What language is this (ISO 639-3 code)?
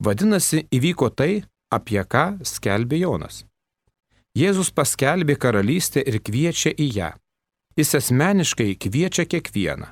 lit